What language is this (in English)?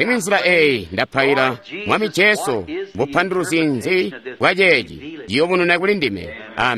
Tonga (Zambia)